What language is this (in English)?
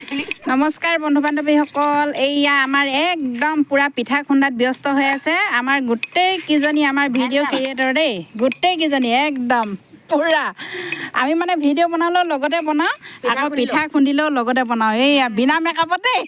Assamese